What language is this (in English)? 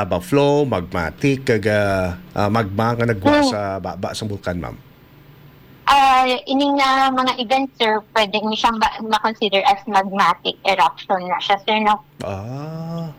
Hiligaynon